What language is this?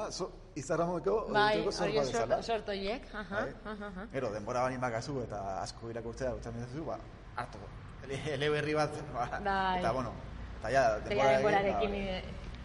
Basque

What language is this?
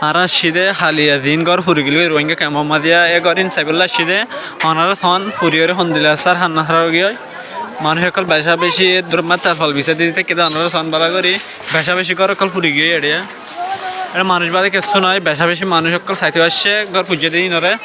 Rohingya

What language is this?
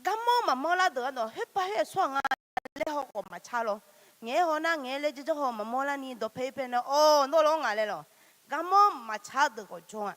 Akha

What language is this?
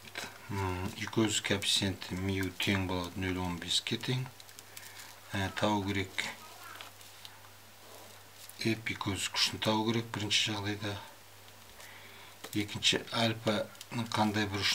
Kazakh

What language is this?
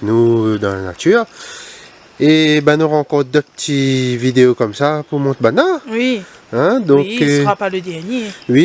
Réunion Creole French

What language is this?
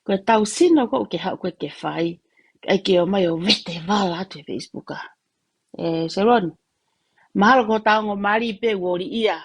Tongan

